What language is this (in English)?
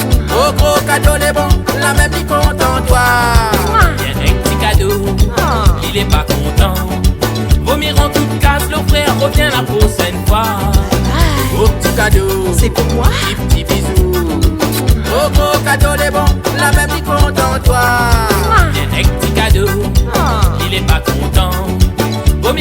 Réunion Creole French